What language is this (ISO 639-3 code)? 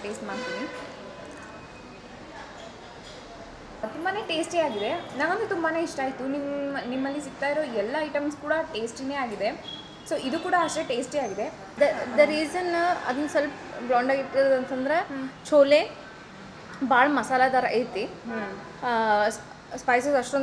kan